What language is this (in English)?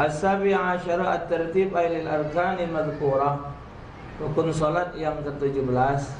Musi